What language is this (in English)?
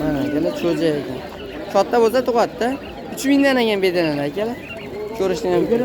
Uzbek